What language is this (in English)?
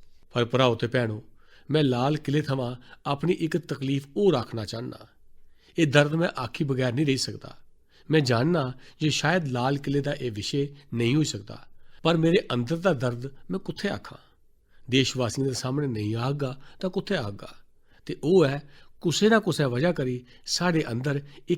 Dogri